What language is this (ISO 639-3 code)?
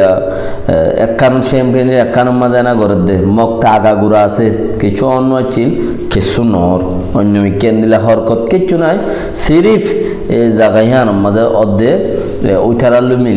rhg